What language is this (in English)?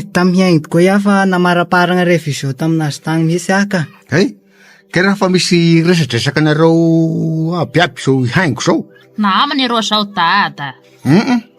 Malagasy